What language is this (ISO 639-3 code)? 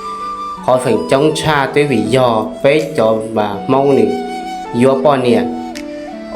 hmn